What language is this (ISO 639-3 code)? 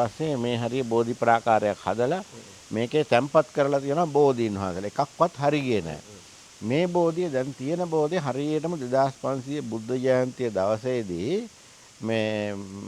sin